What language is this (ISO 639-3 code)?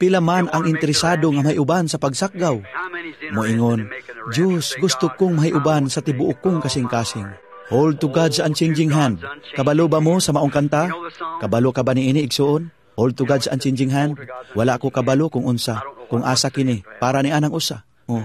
ceb